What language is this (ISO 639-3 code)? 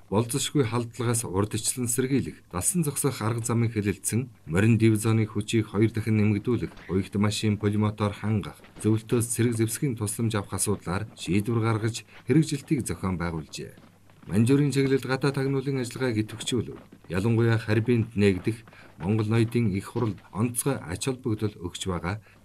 mon